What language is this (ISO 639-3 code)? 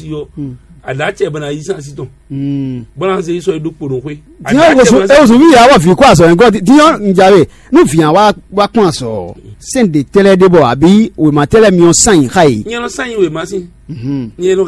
fon